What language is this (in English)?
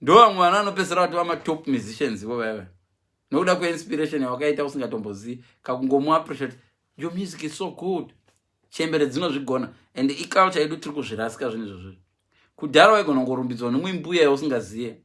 Shona